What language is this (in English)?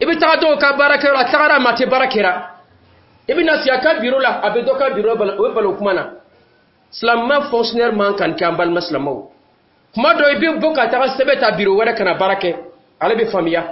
Dyula